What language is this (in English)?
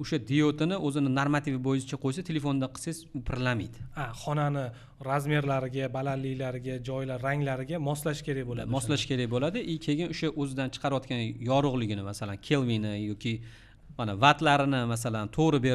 Uzbek